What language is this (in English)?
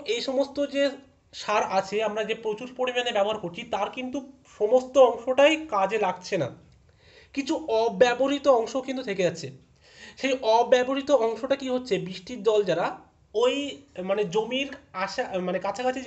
Bangla